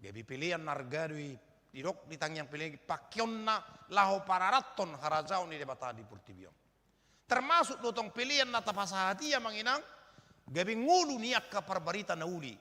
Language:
Batak Toba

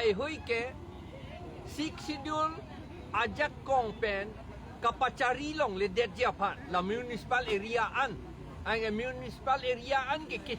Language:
Karbi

